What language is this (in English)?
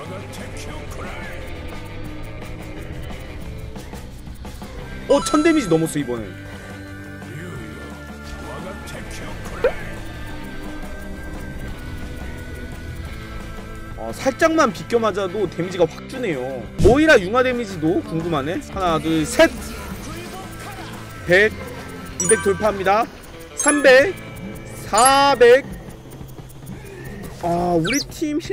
Korean